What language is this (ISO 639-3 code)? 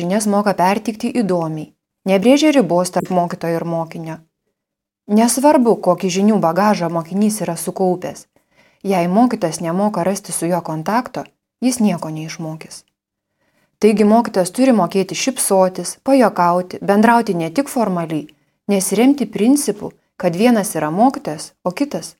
lit